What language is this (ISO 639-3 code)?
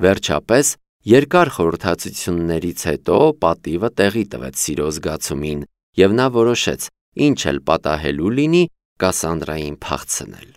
hye